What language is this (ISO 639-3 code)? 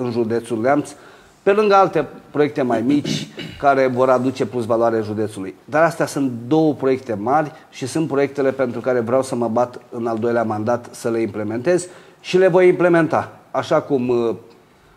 ron